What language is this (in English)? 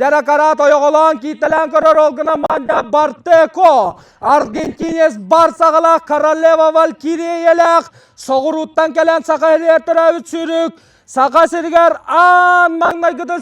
Yakut